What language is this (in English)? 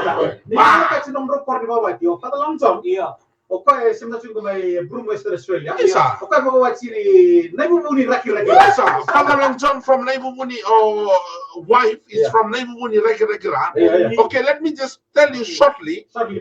Fijian